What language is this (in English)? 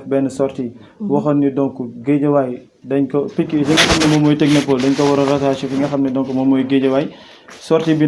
Wolof